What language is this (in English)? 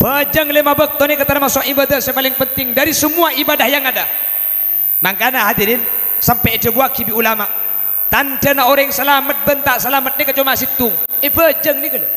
Madurese